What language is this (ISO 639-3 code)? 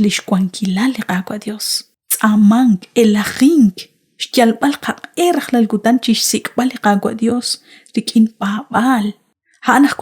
kek